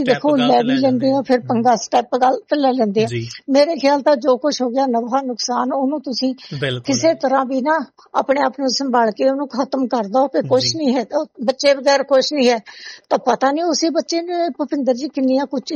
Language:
Punjabi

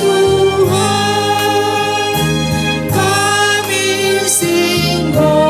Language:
Batak Karo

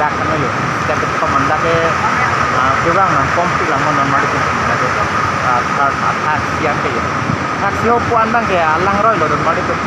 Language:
Karbi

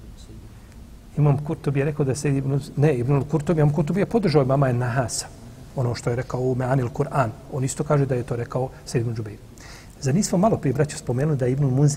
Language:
Bosnian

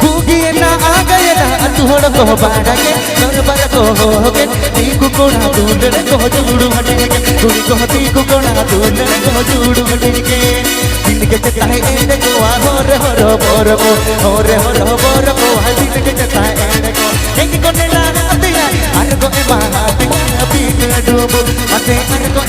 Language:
Santali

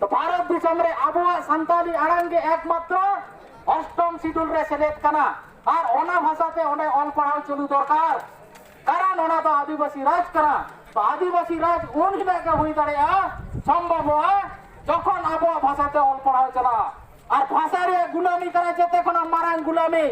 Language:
Santali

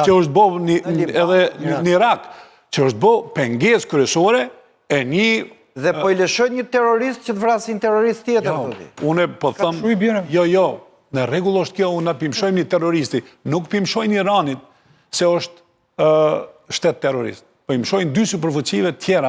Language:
Albanian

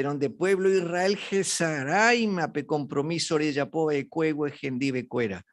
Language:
Guarani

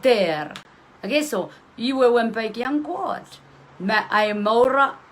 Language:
Pohnpeian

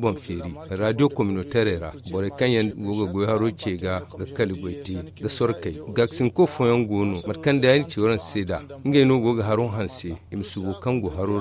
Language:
Zarma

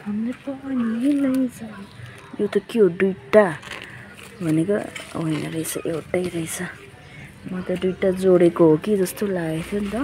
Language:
Nepali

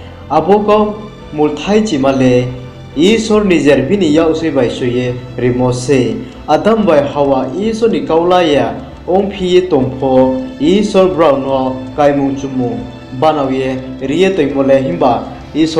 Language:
Riang (India)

